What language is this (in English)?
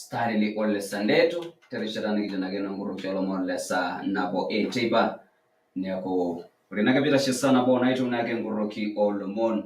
Masai